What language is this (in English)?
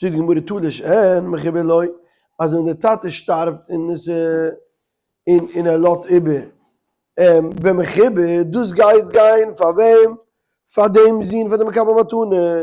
Yiddish